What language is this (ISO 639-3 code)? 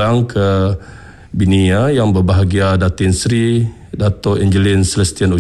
iba